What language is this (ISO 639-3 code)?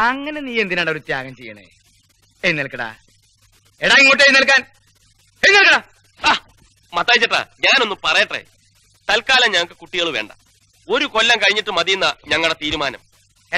mal